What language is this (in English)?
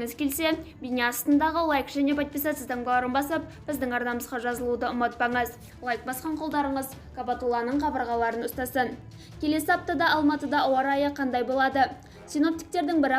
Kazakh